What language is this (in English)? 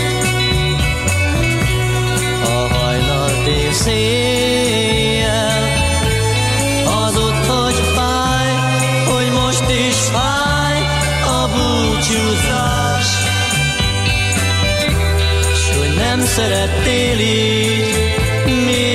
Hungarian